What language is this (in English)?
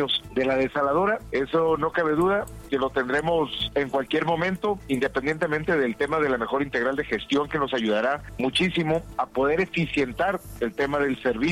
Spanish